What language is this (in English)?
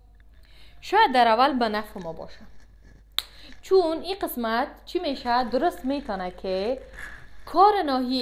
Persian